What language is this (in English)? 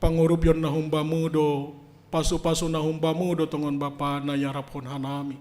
Batak Simalungun